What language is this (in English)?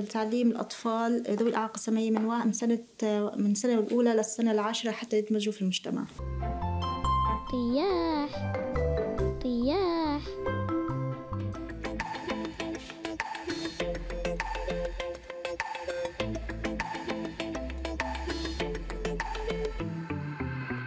Arabic